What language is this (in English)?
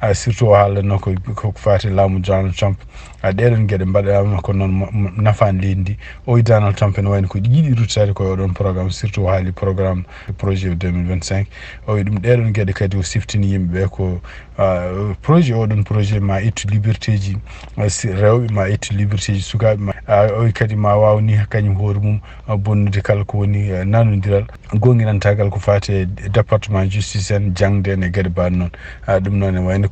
Fula